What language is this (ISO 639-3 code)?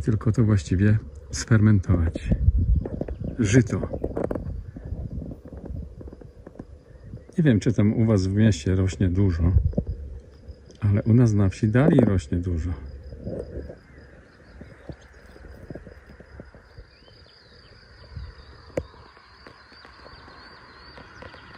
pol